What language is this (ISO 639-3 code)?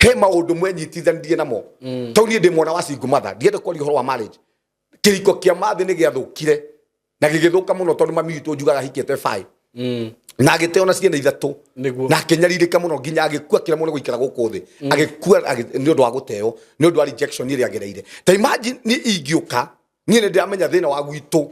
kik